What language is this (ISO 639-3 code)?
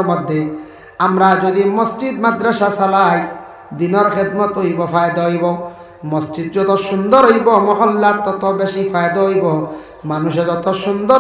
syl